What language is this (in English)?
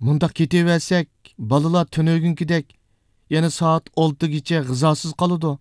Uyghur